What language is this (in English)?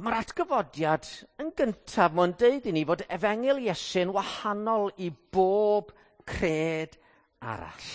Welsh